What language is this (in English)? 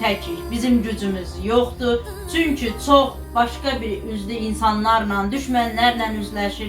Azerbaijani